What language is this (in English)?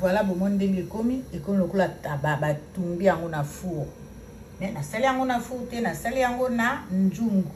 Lingala